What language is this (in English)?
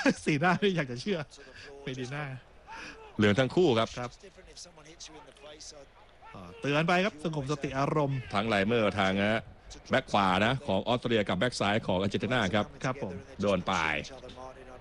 Thai